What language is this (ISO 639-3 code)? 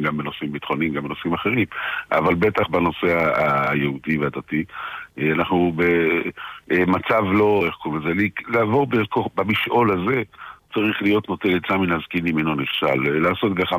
heb